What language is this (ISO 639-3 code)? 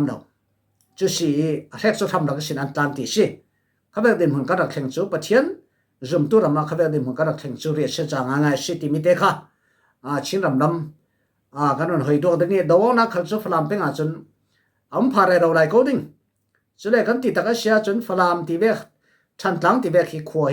cfm